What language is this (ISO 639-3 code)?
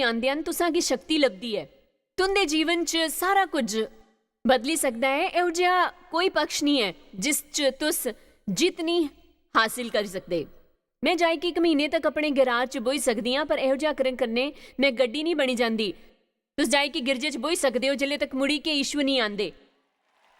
doi